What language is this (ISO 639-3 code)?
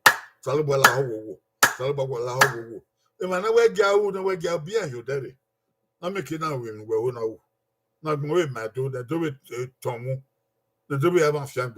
bin